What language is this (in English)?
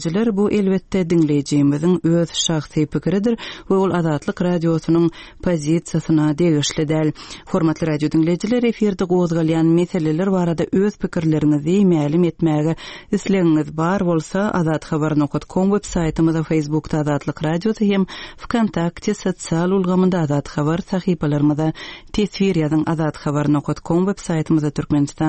Turkmen